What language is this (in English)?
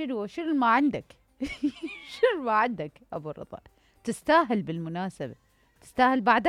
Mesopotamian Arabic